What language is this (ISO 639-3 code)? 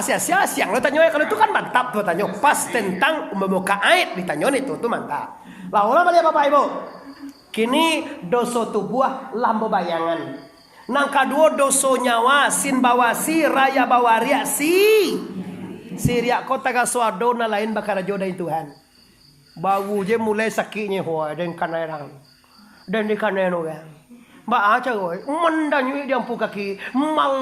min